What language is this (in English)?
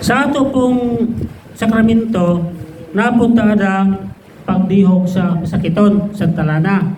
Cebuano